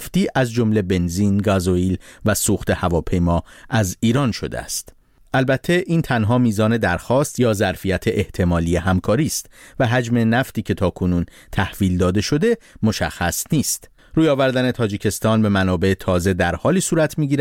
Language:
Persian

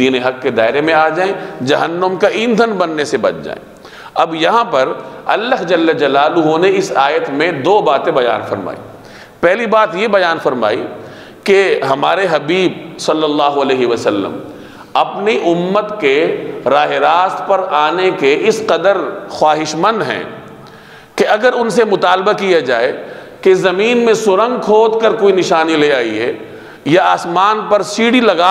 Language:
Urdu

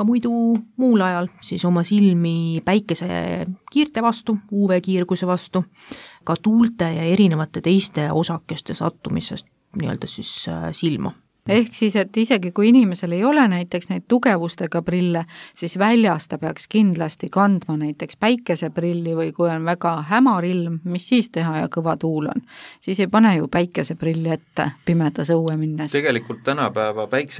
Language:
Estonian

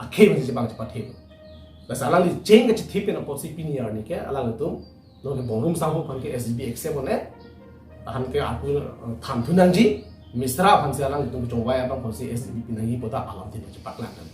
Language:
Karbi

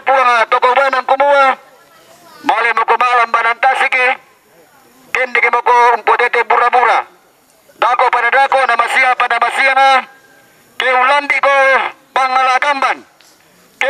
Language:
Toraja-Sa'dan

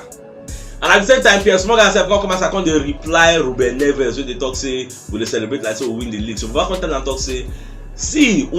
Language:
Nigerian Pidgin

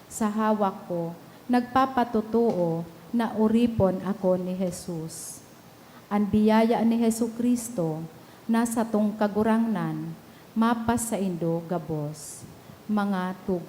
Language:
Bikol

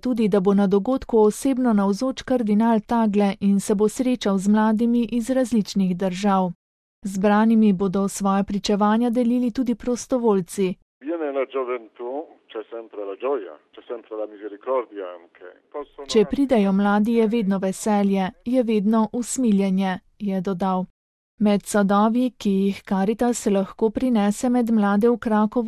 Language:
Slovenian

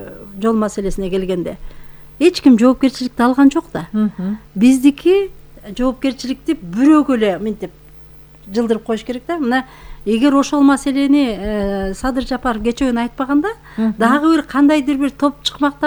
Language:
Kyrgyz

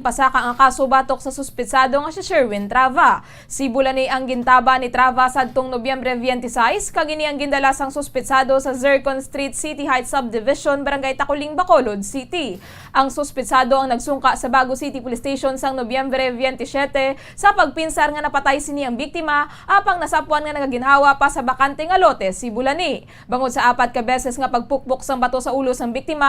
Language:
Hiligaynon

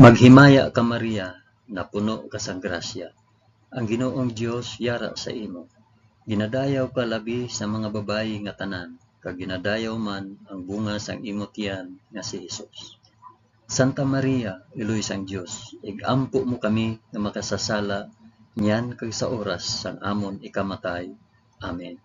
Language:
Hiligaynon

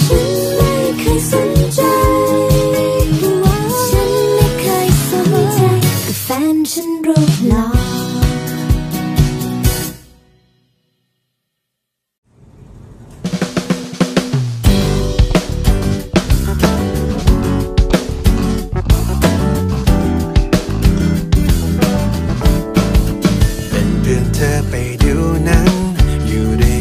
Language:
Thai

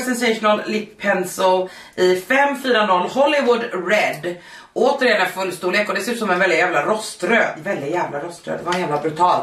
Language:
Swedish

